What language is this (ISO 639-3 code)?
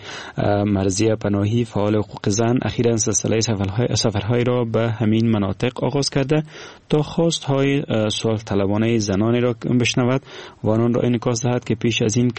fas